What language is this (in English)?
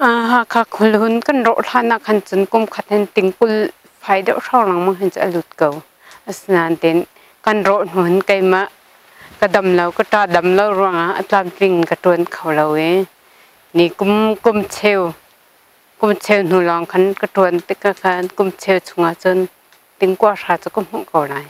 Hakha Chin